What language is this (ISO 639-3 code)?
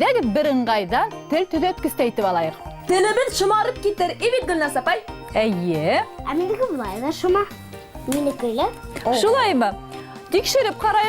bak